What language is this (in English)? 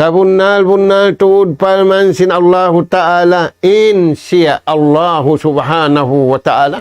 Tausug